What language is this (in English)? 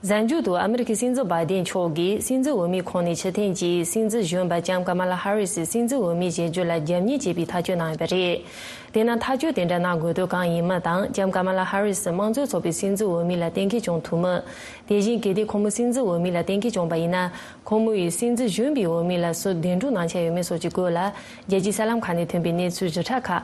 Tibetan